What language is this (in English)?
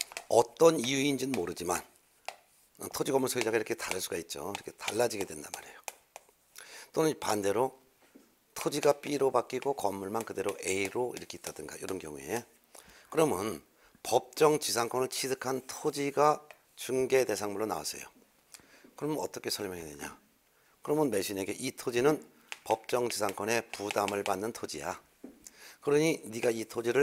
Korean